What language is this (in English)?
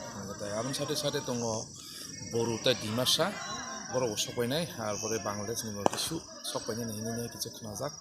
Kok Borok